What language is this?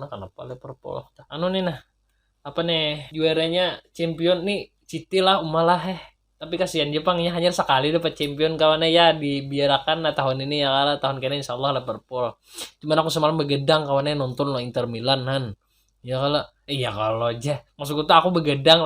Banjar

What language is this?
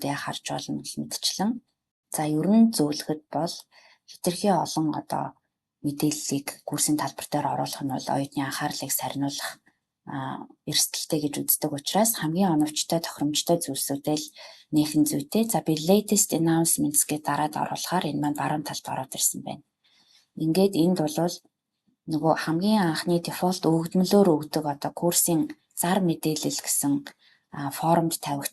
Mongolian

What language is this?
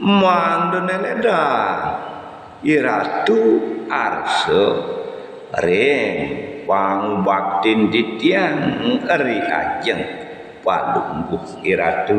Balinese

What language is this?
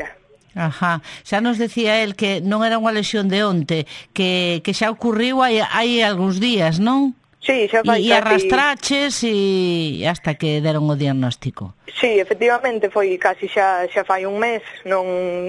Galician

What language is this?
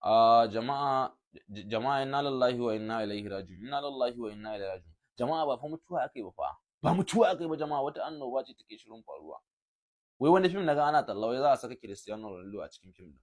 Hausa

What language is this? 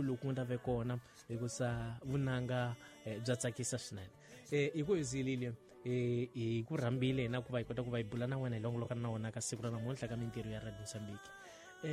Tsonga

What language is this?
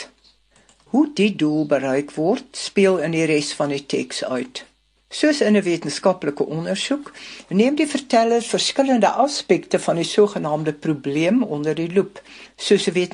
Afrikaans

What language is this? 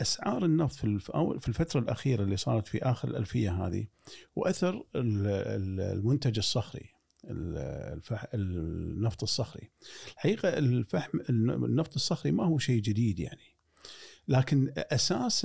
Gulf Arabic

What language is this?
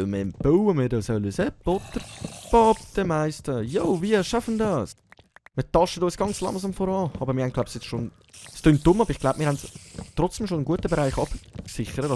Swiss German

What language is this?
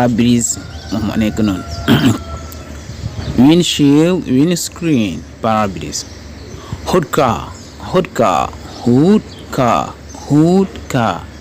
Wolof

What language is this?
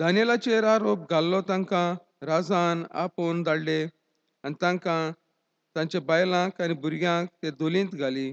Konkani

